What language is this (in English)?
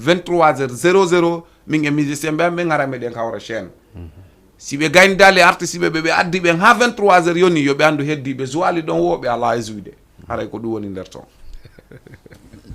Fula